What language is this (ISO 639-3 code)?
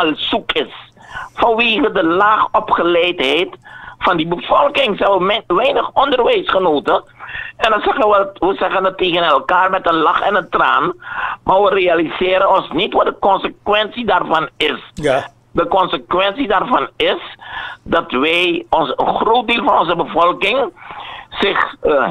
nld